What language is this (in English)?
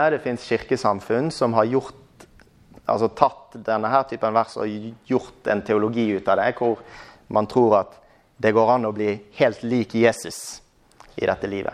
Norwegian